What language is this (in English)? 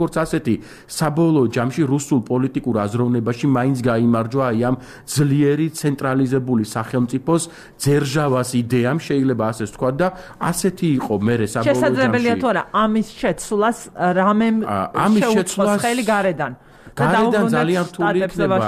Georgian